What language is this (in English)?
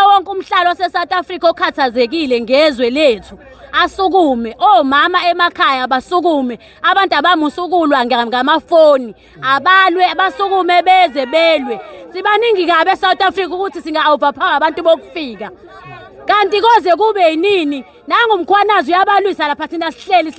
Zulu